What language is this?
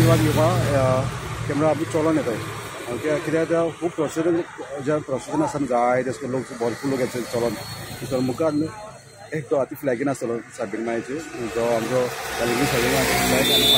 Konkani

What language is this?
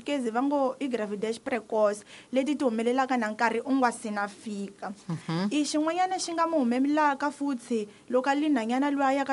Tsonga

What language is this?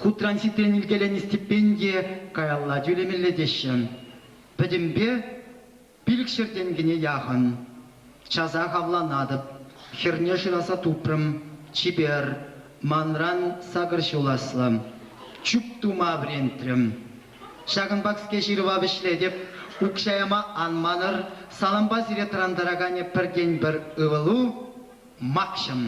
Chuvash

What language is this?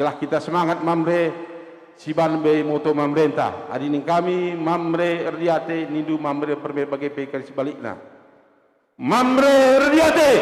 Batak Karo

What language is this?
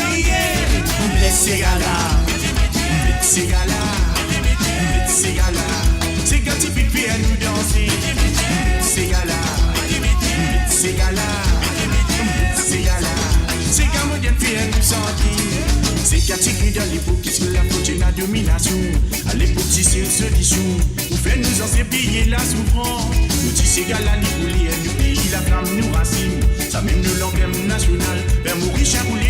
Morisyen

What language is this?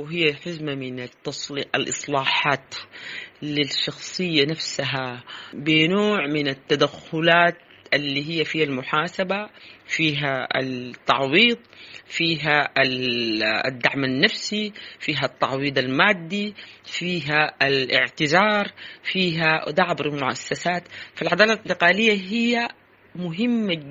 Sudanese Arabic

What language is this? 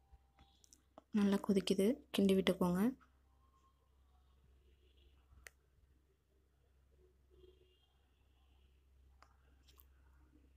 Tamil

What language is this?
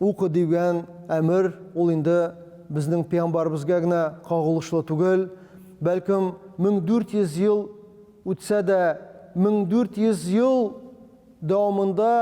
Tatar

